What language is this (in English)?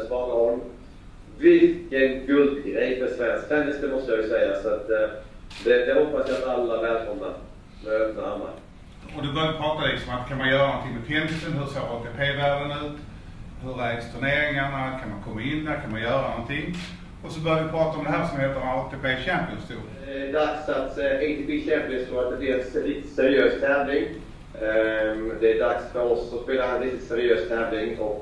Swedish